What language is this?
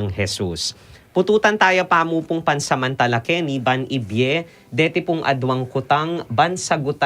Pampanga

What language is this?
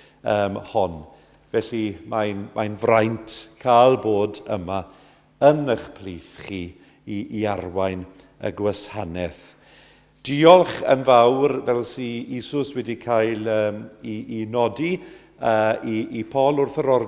Welsh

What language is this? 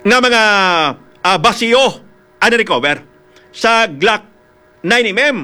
Hiligaynon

